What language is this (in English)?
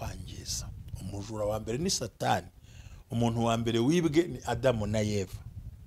Kinyarwanda